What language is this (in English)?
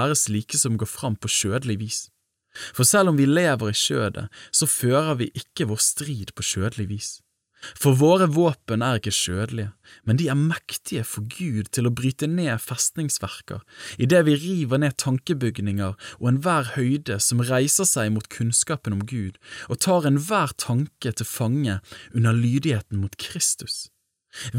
Norwegian